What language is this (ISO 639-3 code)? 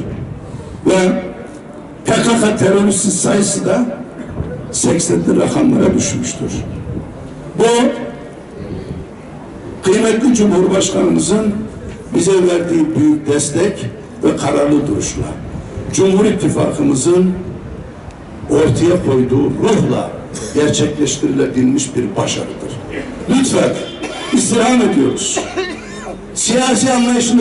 tur